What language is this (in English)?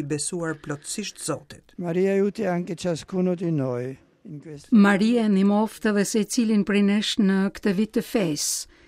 Albanian